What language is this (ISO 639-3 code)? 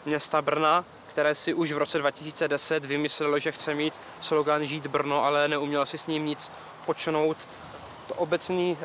ces